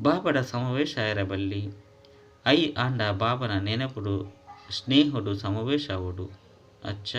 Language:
Tulu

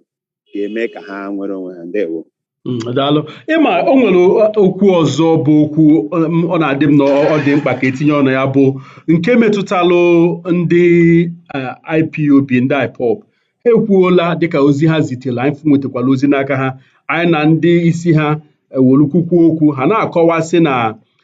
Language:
Igbo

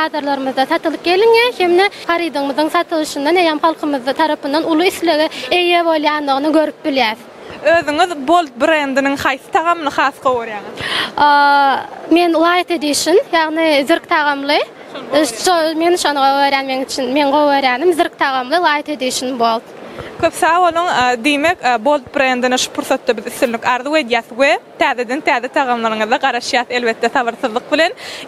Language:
Turkmen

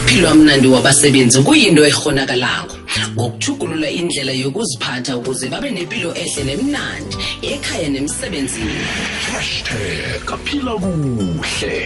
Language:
South Ndebele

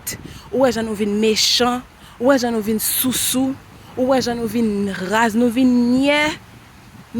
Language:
Haitian Creole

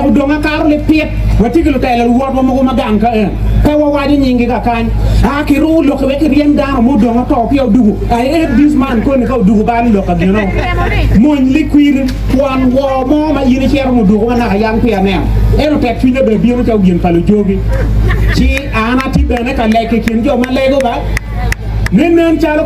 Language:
Acoli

